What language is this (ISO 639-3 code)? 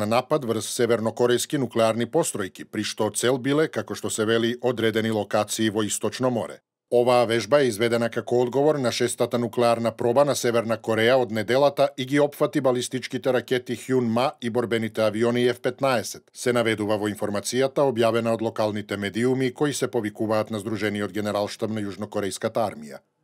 mkd